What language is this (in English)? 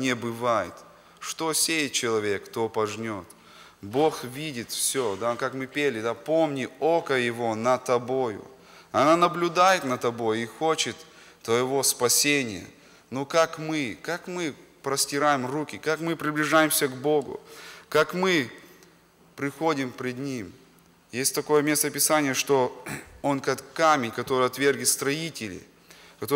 Russian